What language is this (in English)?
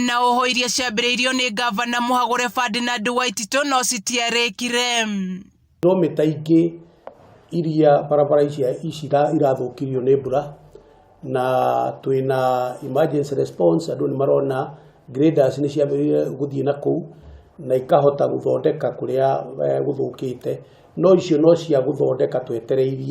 Kikuyu